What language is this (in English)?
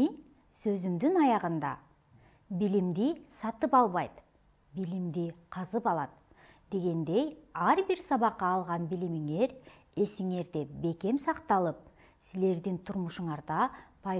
Kyrgyz